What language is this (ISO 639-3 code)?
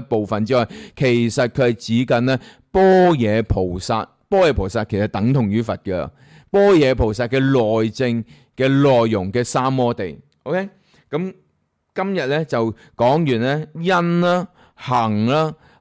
yue